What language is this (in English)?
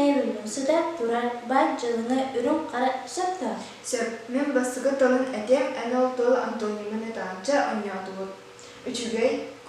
Yakut